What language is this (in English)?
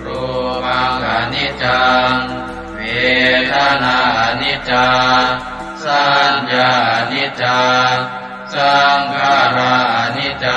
Pali